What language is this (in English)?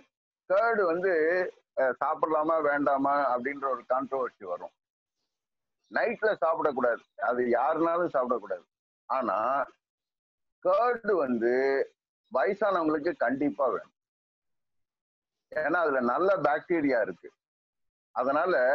Tamil